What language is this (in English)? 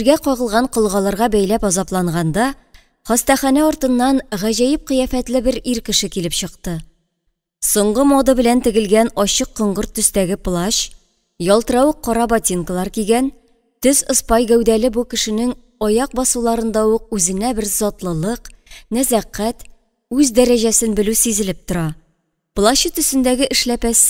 Tatar